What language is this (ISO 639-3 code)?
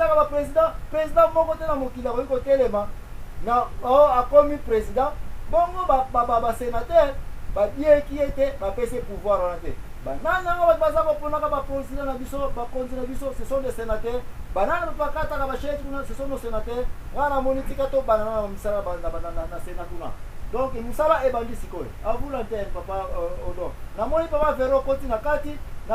lin